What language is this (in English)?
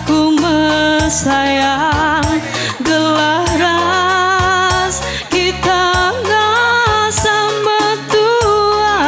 Batak Karo